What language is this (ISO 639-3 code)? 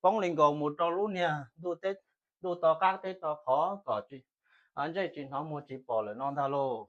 hmn